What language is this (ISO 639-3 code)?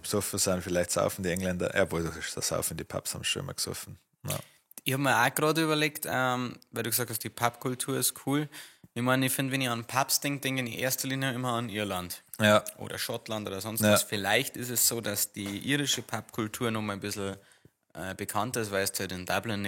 bar